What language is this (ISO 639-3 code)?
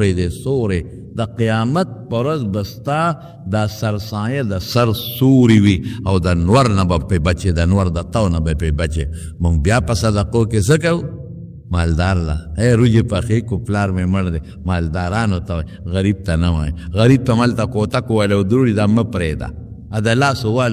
pus